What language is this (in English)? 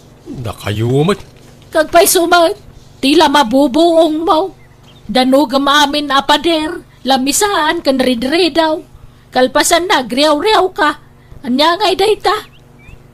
Iloko